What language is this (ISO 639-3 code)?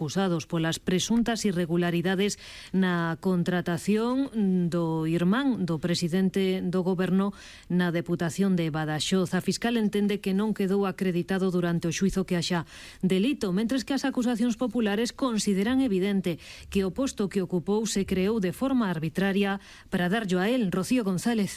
glg